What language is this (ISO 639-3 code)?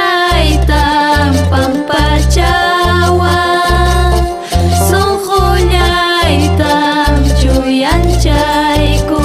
quy